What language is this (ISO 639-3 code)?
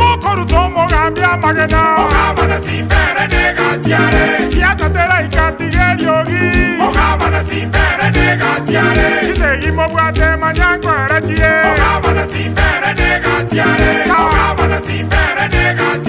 guz